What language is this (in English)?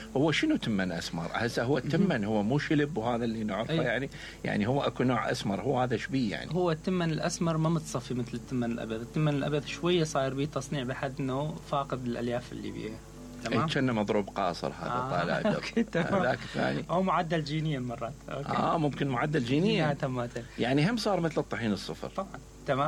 Mesopotamian Arabic